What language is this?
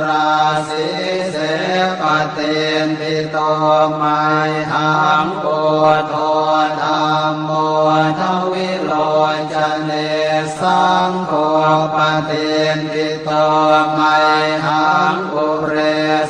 Pali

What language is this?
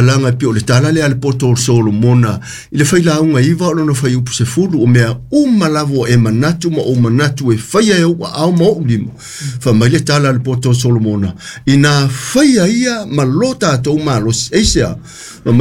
Samoan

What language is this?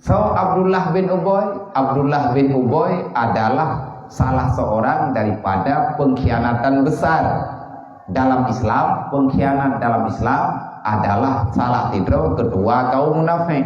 Achinese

